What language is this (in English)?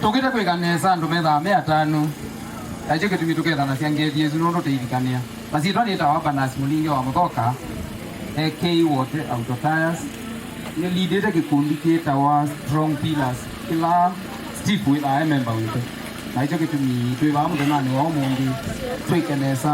Kamba